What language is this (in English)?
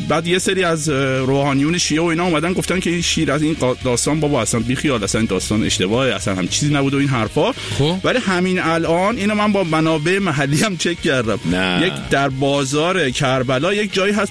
Persian